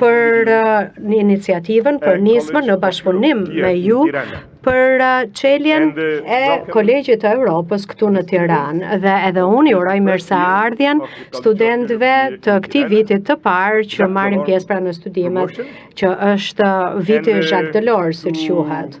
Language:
Albanian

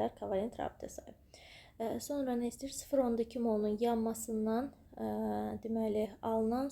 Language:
Azerbaijani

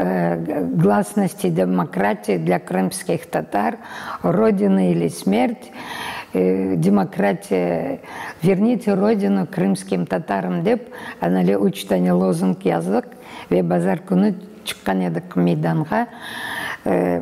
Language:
Crimean Tatar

